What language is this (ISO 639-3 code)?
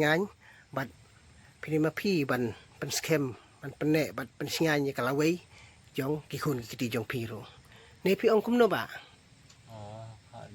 kha